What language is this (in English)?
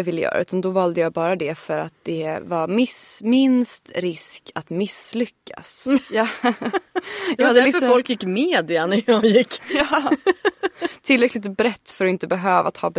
Swedish